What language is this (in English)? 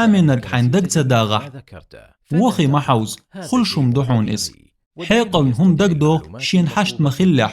Chechen